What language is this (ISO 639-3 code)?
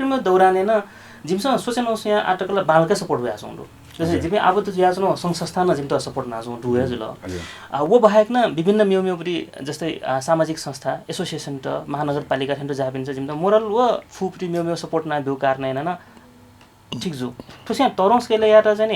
new